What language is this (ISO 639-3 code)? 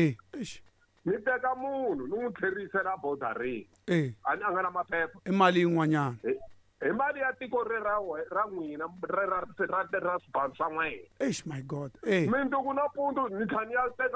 tso